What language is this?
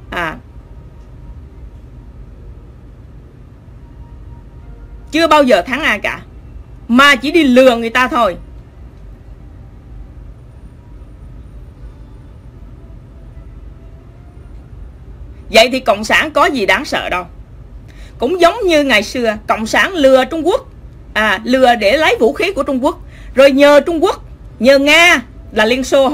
Vietnamese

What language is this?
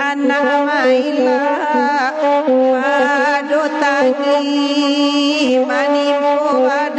Minangkabau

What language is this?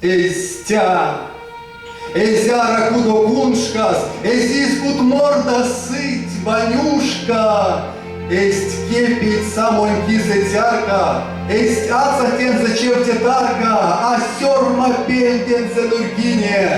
Erzya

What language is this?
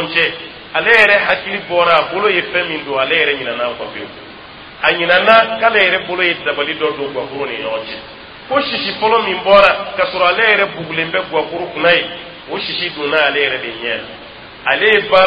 Dyula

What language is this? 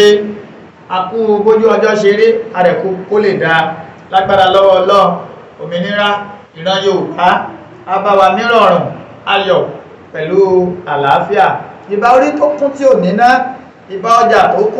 Yoruba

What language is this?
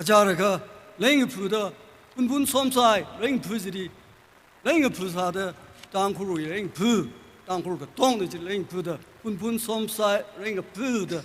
Tangkhul Naga (India)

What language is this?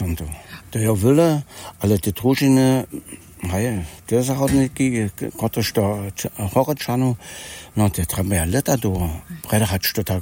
Upper Sorbian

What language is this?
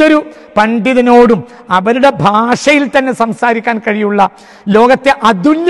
Malayalam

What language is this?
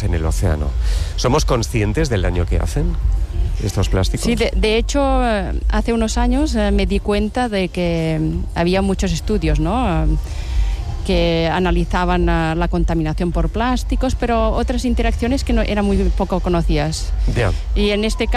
Spanish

